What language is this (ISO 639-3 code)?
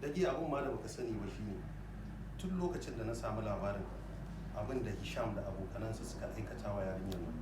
hau